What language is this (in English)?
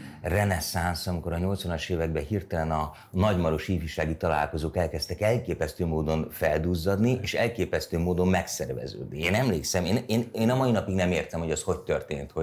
Hungarian